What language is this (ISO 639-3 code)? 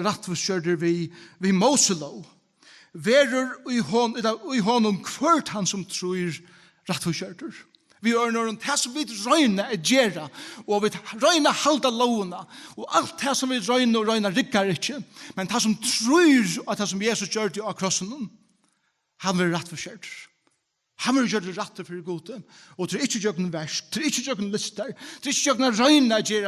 fao